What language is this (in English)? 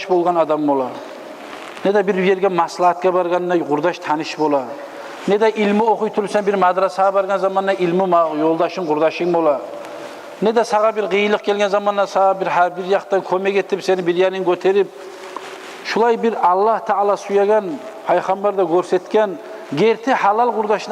Kumyk